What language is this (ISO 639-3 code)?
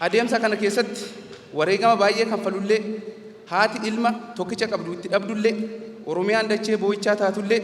orm